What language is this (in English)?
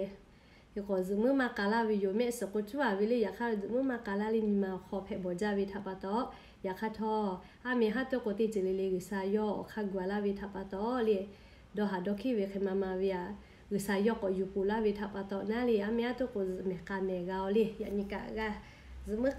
Lahu